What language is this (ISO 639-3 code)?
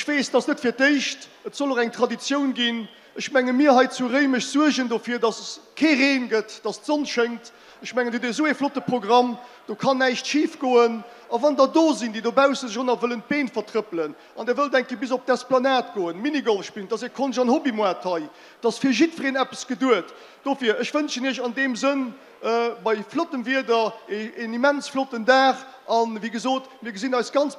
ltz